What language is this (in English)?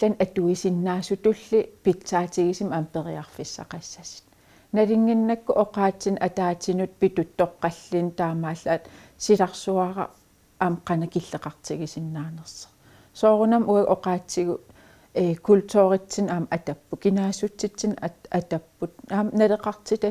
Kalaallisut